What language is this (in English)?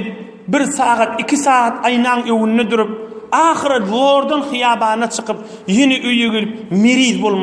Turkmen